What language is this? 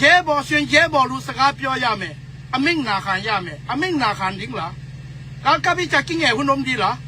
Tedim Chin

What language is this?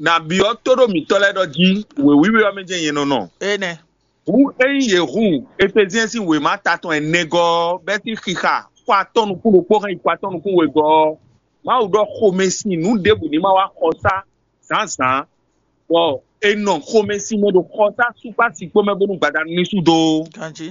Fon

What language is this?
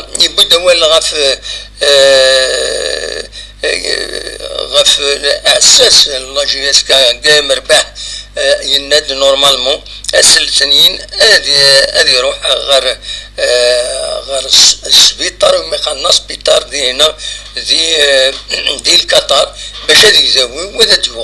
Kabyle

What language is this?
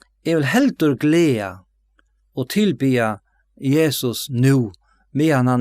Faroese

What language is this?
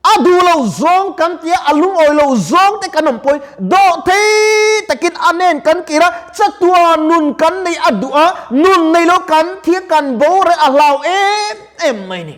Mizo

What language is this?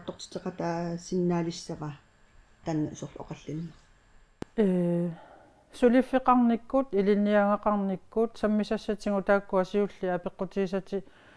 Kalaallisut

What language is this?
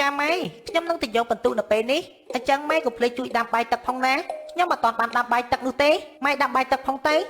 Khmer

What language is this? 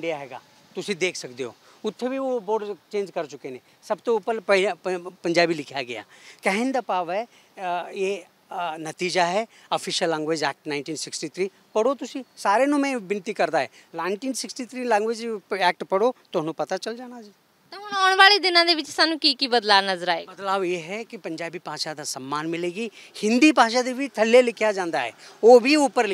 Punjabi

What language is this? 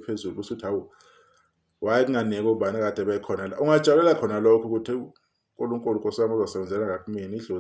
Zulu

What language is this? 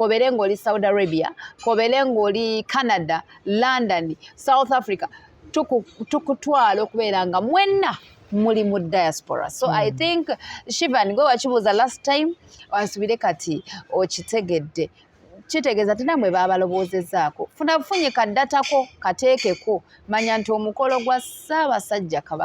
Ganda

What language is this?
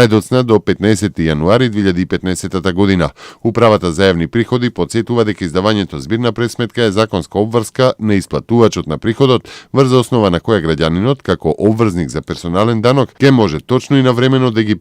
Macedonian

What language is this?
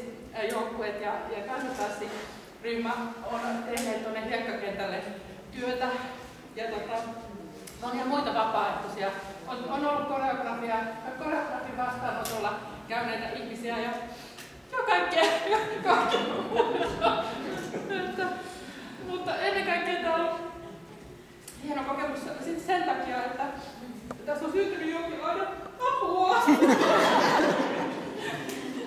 Finnish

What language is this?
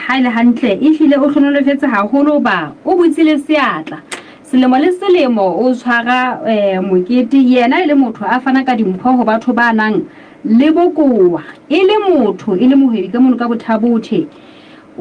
Southern Sotho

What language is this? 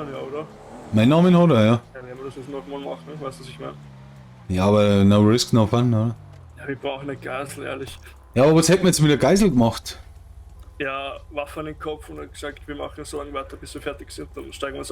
Bavarian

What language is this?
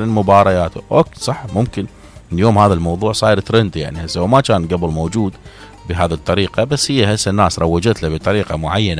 Mesopotamian Arabic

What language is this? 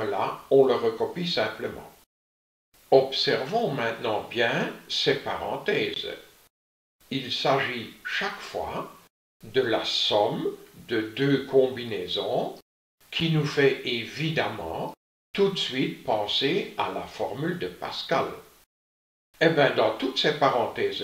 French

